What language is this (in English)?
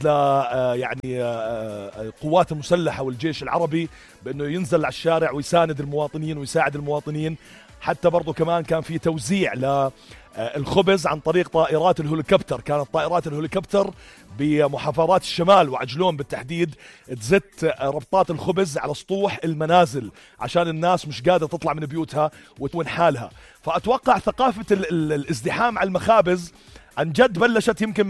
North Levantine Arabic